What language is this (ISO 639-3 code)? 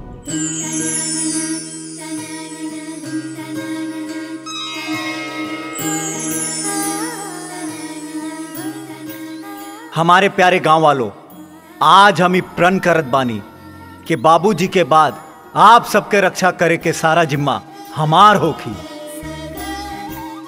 bho